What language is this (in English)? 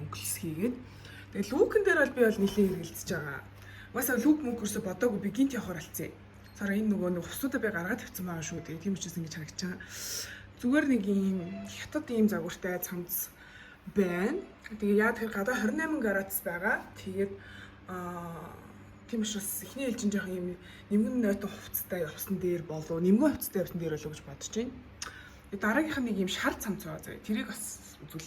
Mongolian